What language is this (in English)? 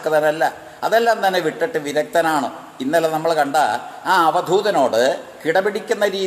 Malayalam